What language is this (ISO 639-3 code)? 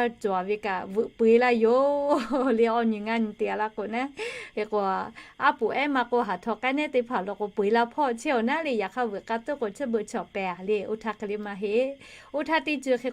lhu